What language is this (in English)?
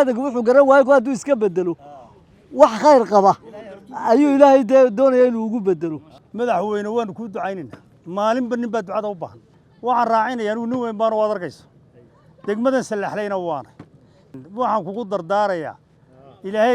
Somali